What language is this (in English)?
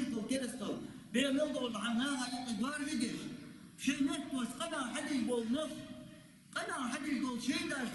Ingush